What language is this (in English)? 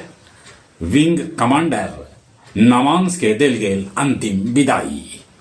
Magahi